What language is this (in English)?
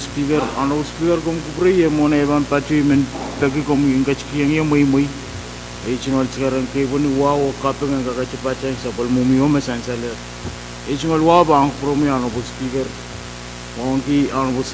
Pohnpeian